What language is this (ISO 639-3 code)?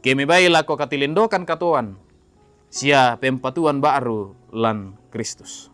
sda